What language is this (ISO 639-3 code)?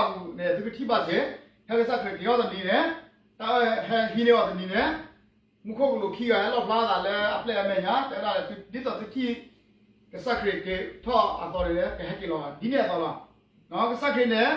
ksw